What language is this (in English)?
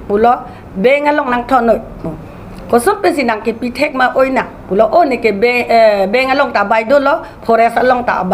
Karbi